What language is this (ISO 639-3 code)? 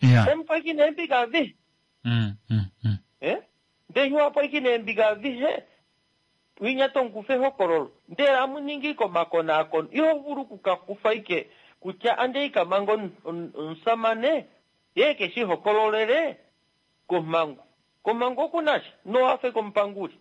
kua